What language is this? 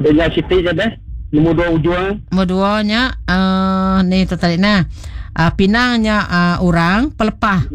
Iban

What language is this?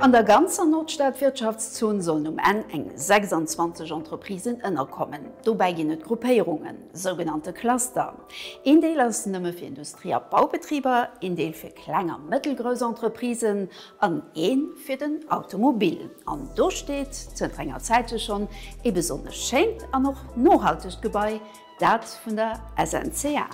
Luxembourgish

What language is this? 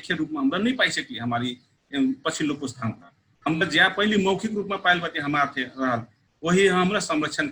Dangaura Tharu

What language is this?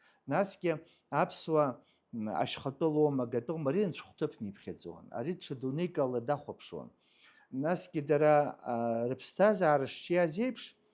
Abkhazian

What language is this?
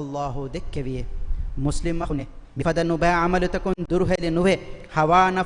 Divehi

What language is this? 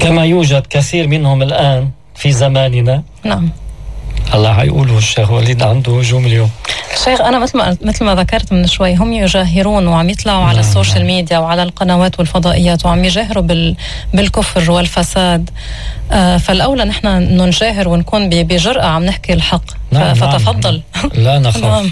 North Levantine Arabic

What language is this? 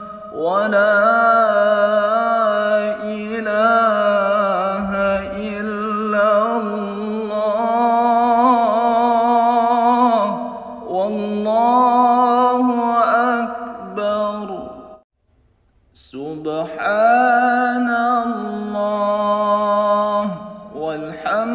Arabic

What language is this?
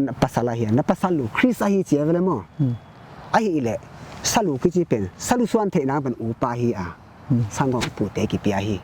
Paite Chin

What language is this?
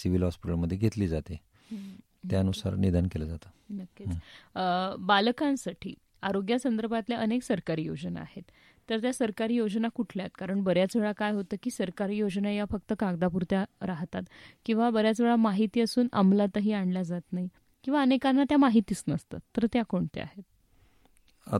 Marathi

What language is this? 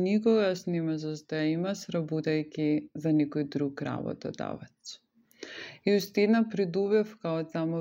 Macedonian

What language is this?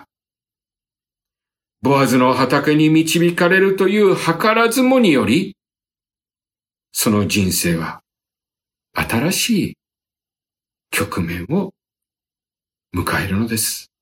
Japanese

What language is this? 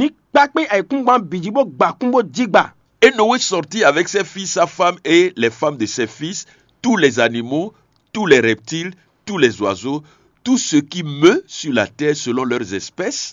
Fon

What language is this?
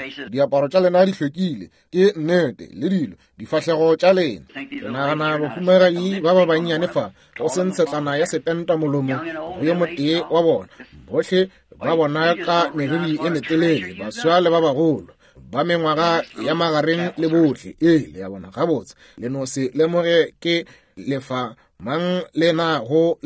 Northern Sotho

